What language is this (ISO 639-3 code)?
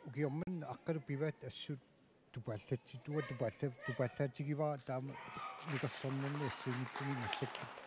kal